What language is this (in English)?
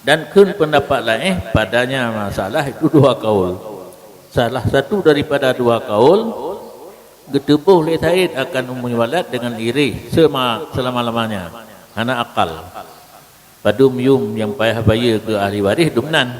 Achinese